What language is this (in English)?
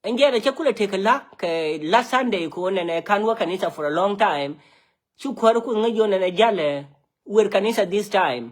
Nuer